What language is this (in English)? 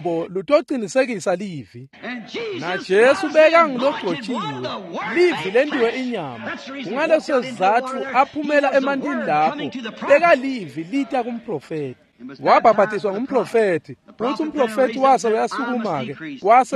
Swati